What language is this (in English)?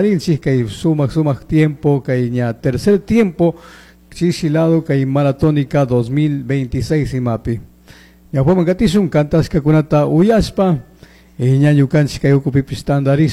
Chimborazo Highland Quichua